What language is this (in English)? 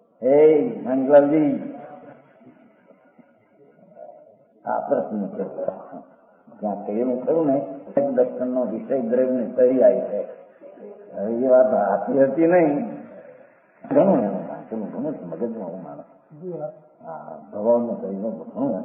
Gujarati